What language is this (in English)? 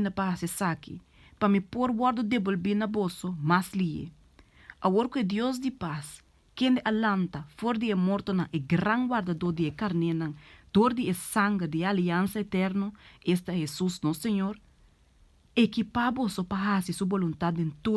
Papiamento